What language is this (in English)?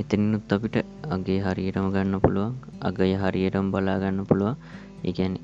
Sinhala